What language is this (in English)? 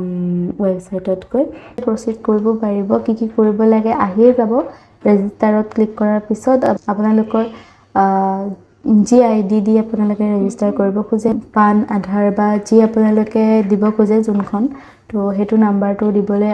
Assamese